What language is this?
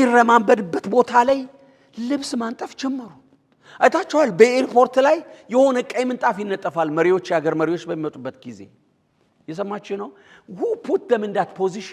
Amharic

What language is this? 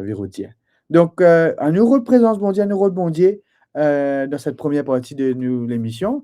Morisyen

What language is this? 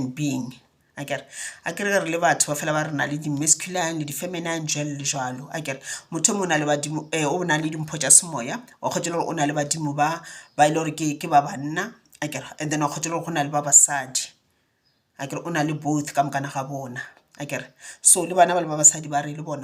Northern Sotho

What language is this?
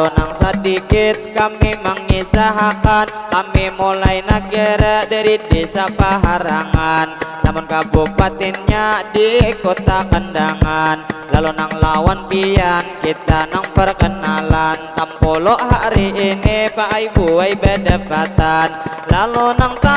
Banjar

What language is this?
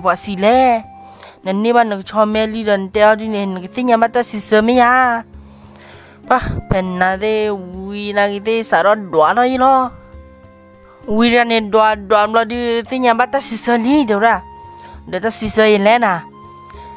S'gaw Karen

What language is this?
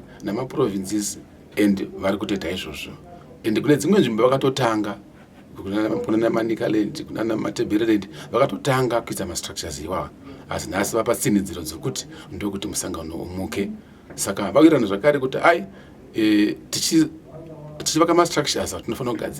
Shona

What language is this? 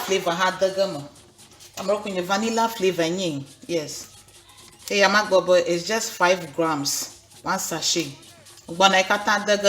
Ewe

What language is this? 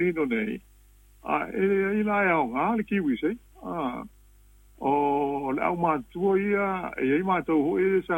Samoan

